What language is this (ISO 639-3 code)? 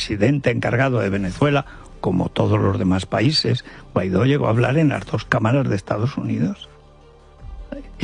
spa